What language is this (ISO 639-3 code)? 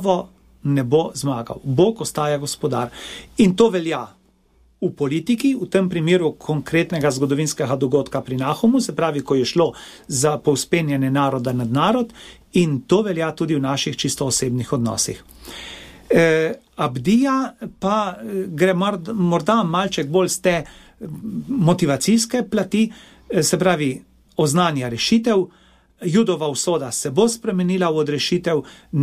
slv